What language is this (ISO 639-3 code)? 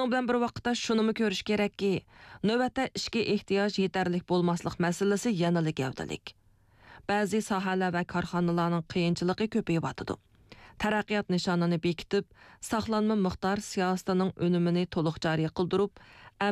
uig